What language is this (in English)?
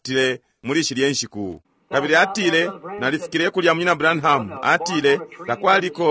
Bemba